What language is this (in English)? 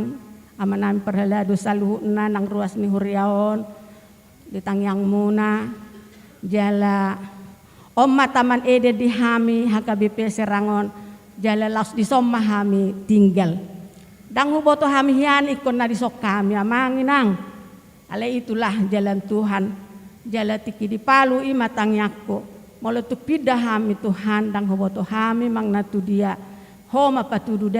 Batak Toba